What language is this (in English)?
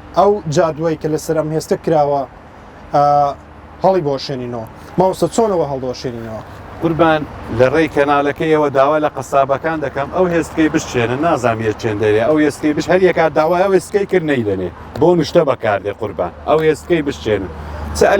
Central Kurdish